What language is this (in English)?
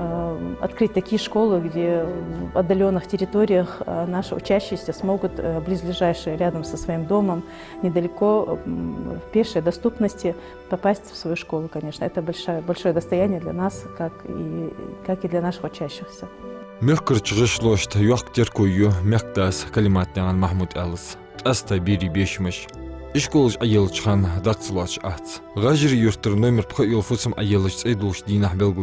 Ingush